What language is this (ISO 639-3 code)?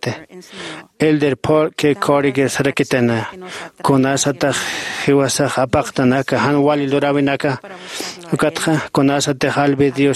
aym